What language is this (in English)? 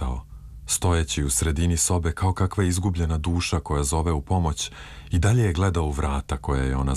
Serbian